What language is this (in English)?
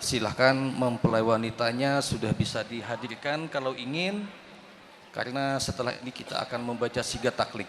Banjar